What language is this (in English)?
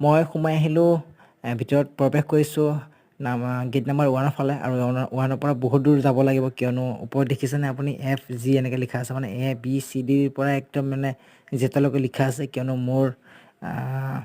Assamese